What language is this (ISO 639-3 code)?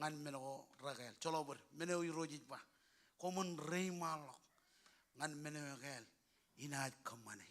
mah